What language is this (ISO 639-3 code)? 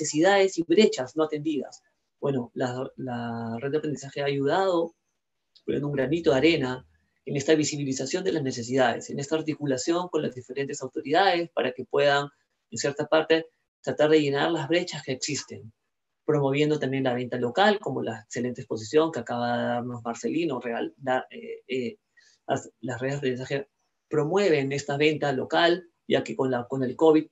spa